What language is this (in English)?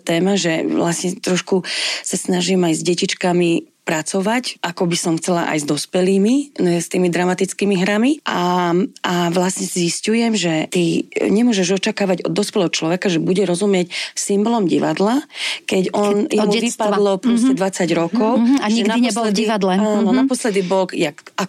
Slovak